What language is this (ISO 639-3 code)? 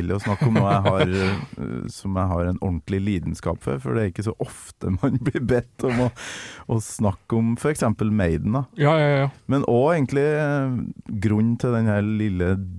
nor